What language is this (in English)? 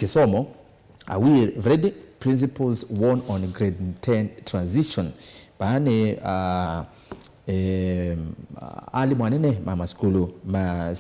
Kamba